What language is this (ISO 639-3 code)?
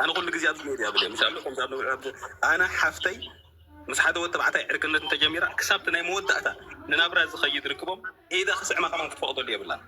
tir